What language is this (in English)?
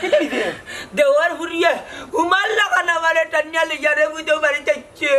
Sylheti